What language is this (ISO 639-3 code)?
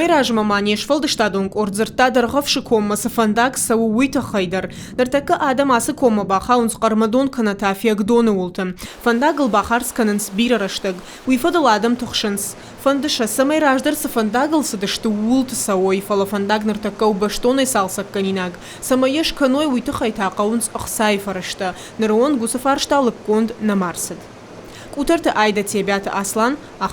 oss